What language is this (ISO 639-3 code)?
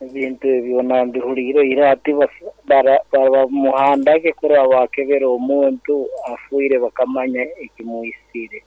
nyo